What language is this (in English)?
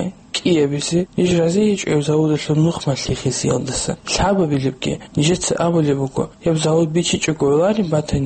Avaric